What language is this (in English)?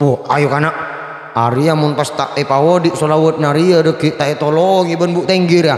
Madurese